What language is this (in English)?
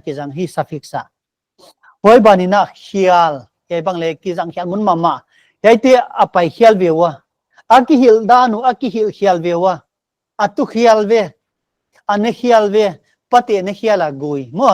Paite Chin